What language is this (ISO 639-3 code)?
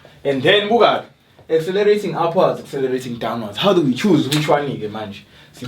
zul